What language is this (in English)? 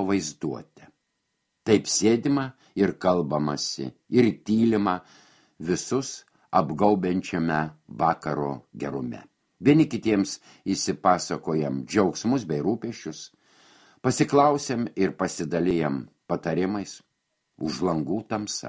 Lithuanian